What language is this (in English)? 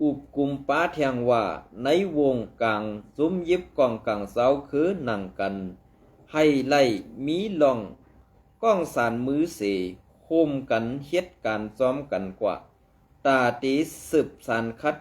Shan